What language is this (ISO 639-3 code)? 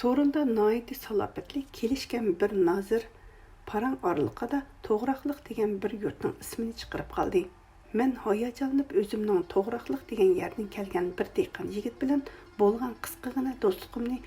uig